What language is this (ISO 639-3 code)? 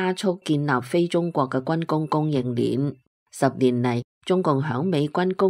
yue